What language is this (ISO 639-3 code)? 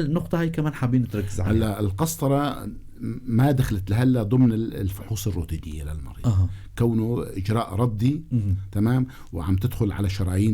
apc